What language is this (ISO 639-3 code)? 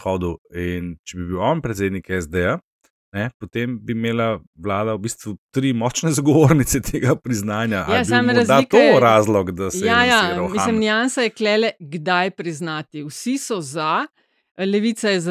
slv